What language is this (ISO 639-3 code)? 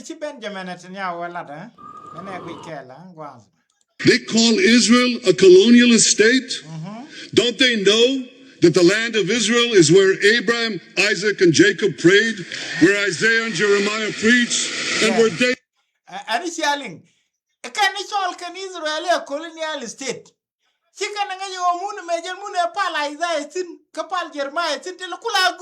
nus